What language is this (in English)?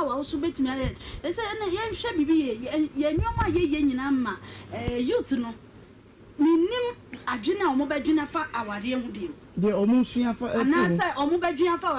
Akan